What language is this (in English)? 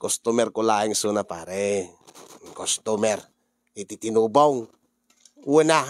Iloko